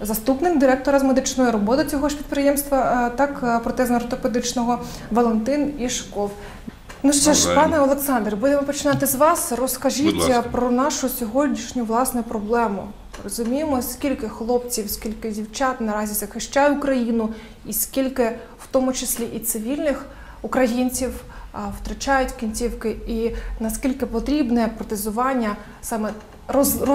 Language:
Ukrainian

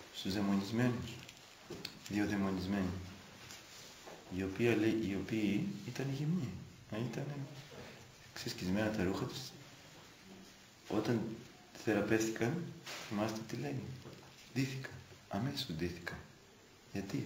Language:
Greek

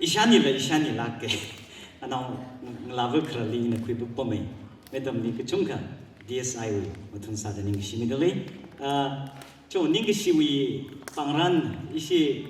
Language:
Tangkhul Naga (India)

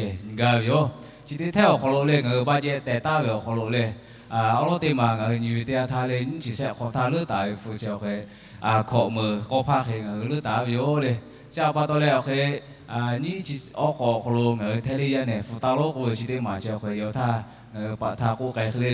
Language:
Lahu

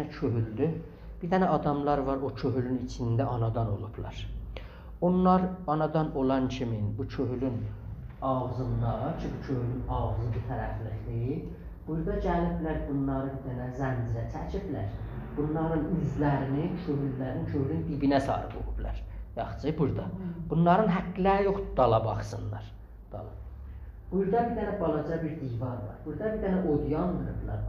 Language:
South Azerbaijani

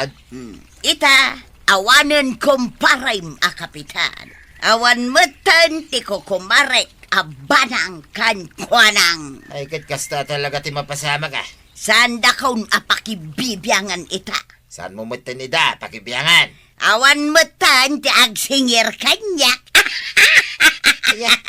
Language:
Iloko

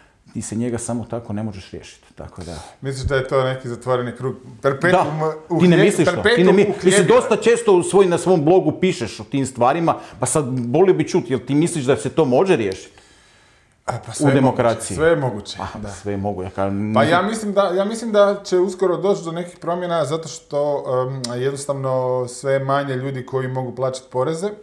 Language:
Croatian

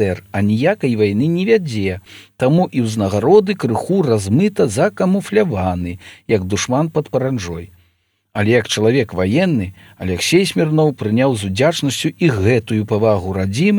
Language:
Belarusian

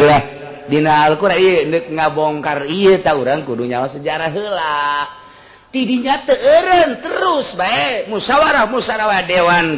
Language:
Sundanese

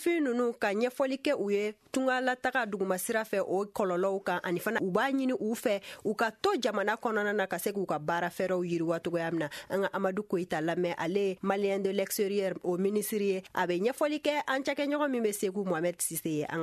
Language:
Bambara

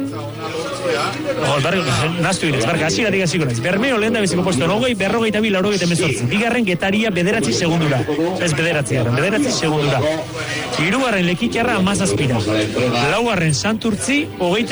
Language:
Basque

